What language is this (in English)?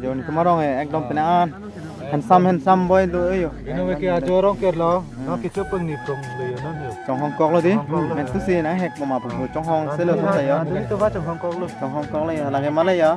Karbi